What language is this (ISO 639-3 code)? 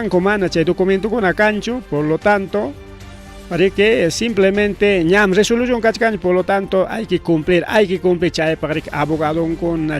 quy